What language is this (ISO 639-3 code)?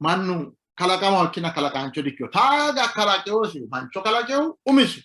sid